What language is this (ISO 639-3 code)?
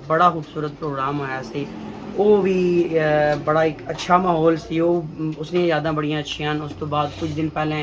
phr